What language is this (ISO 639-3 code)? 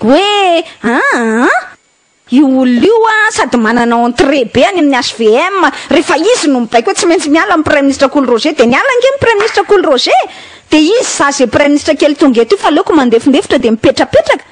mlg